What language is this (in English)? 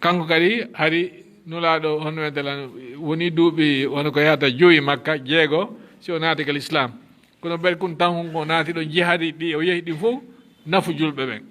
Fula